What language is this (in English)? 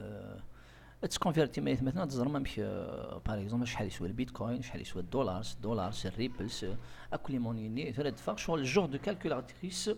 Kabyle